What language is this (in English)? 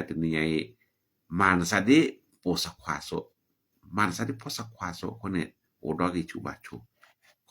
S'gaw Karen